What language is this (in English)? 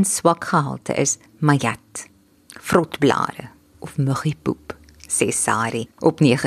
Afrikaans